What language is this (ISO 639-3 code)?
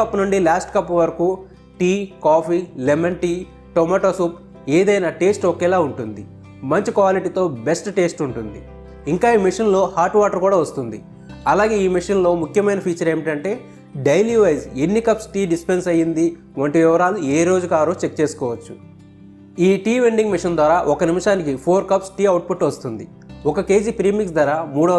tel